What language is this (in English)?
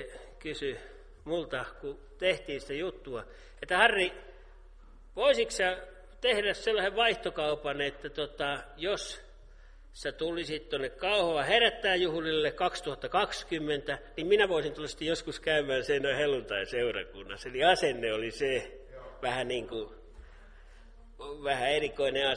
Finnish